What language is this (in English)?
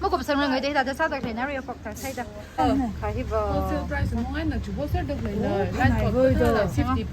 Tangkhul Naga (India)